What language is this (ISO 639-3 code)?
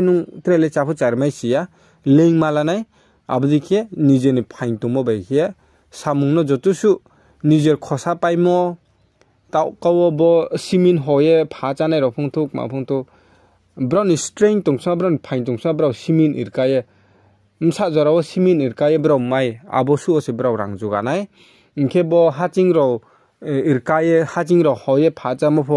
ria